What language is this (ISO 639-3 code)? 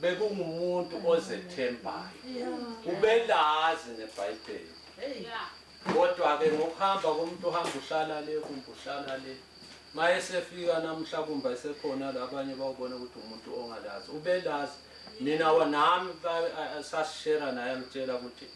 zul